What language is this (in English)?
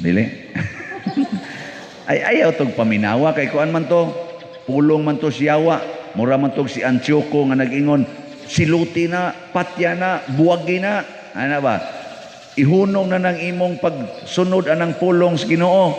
Cebuano